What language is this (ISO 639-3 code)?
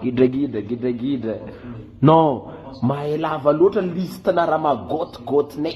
mlg